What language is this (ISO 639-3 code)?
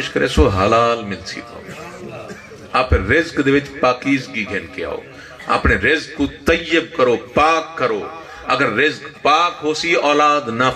skr